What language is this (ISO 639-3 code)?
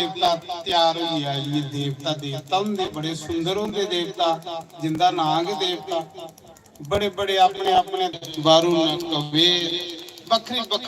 doi